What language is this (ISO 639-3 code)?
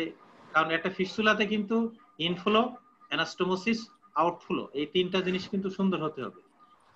ben